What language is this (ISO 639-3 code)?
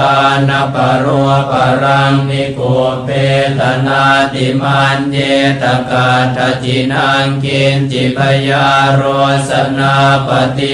pli